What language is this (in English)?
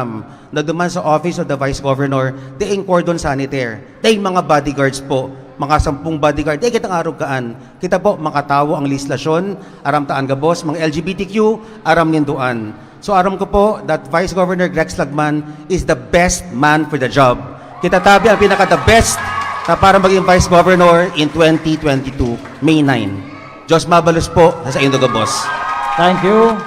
Bikol